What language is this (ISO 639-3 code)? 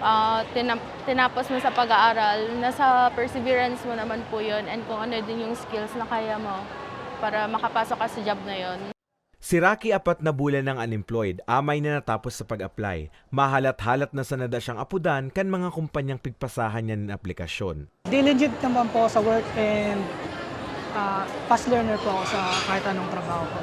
bik